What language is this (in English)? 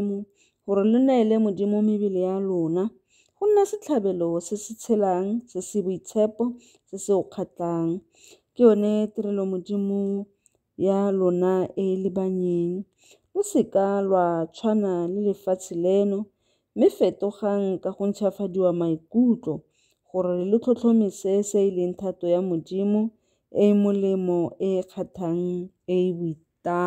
Tswana